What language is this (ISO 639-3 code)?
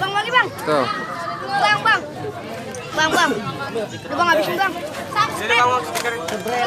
bew